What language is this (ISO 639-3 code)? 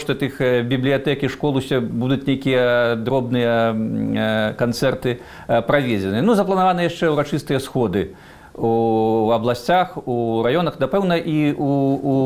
bel